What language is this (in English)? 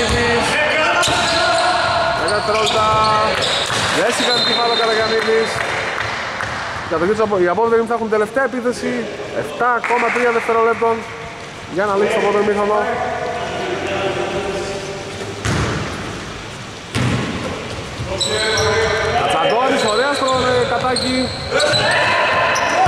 Greek